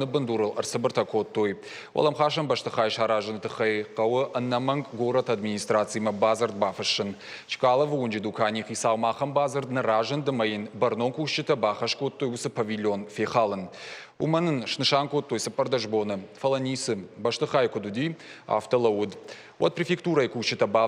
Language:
Ossetic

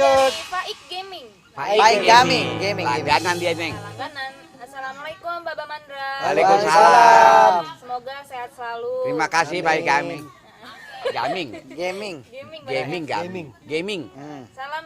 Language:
Betawi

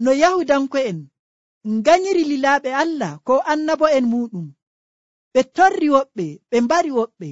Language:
Nigerian Fulfulde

